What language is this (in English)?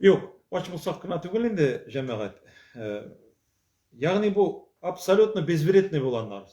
Tatar